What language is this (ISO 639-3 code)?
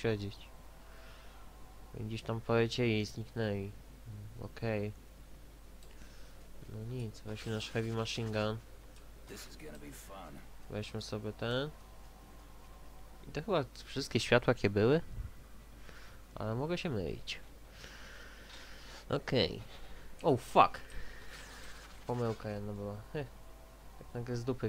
pol